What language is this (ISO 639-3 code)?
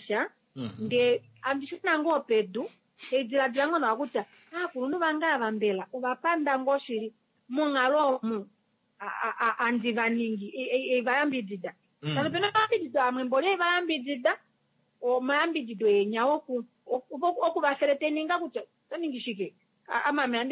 kua